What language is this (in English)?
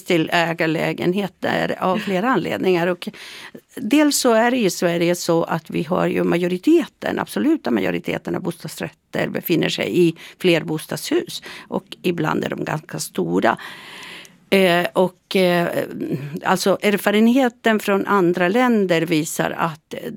Swedish